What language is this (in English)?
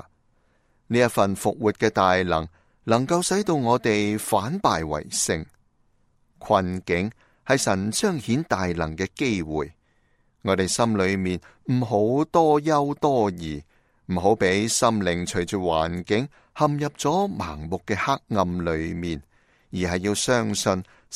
Cantonese